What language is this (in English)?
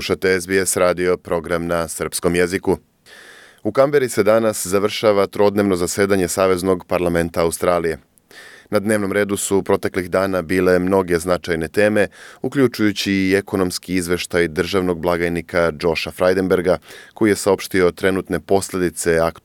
Serbian